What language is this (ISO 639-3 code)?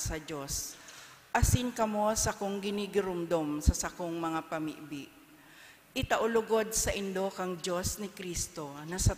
bik